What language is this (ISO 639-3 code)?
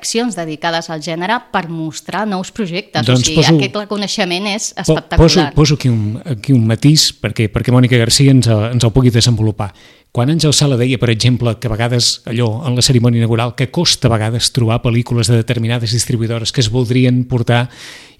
cat